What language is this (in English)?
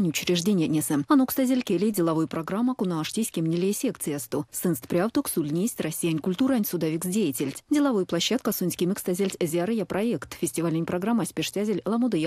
Erzya